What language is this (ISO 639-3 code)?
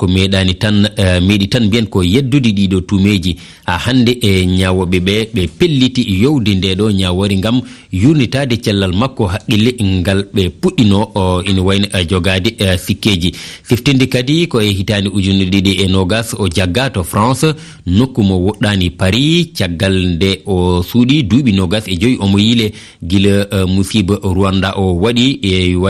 ful